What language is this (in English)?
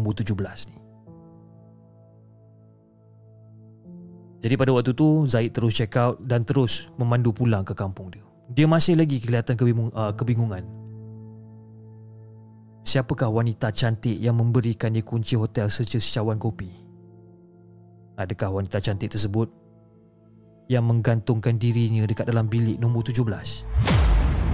Malay